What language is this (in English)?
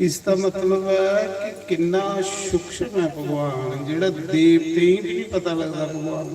Dogri